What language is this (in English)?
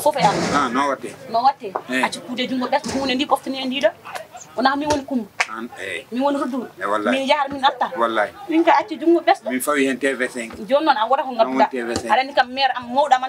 Fula